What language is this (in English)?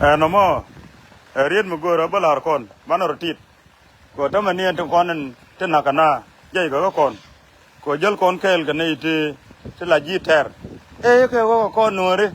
Nuer